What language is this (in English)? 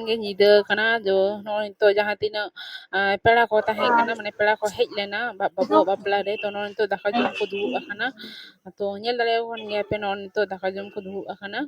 Santali